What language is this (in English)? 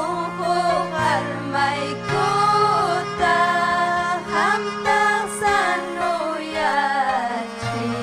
Ayacucho Quechua